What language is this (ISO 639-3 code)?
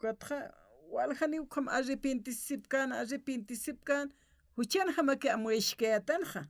aym